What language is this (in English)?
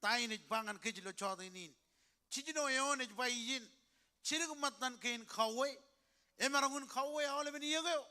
Marshallese